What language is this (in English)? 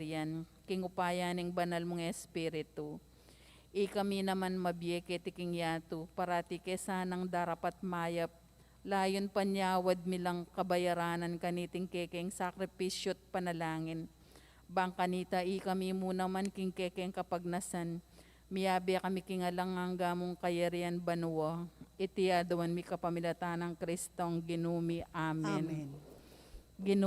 Pampanga